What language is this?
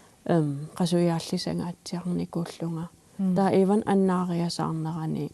Kalaallisut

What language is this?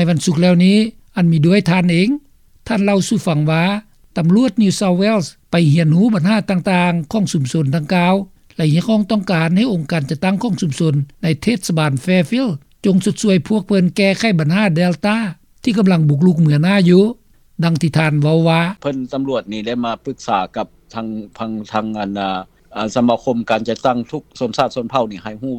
Lao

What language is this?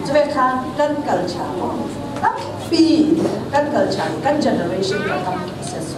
Falam Chin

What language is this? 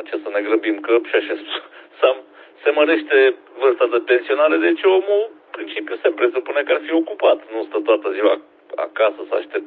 Romanian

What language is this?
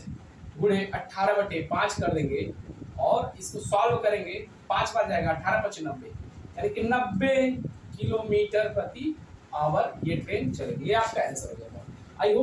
Hindi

